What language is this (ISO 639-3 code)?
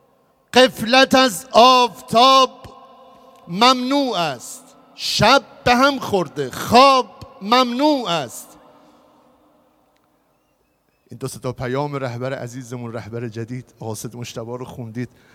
fas